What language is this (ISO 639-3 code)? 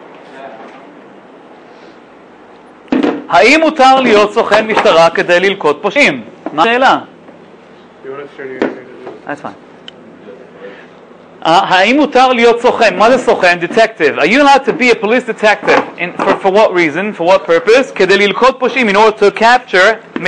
heb